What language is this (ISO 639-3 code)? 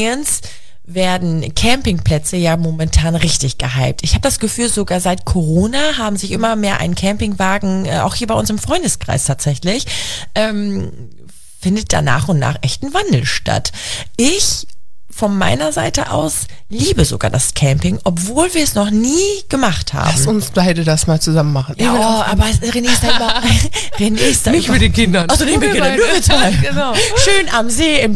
deu